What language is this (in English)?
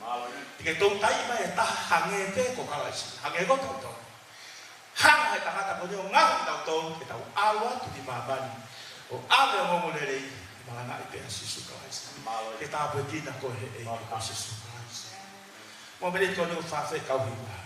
Tongan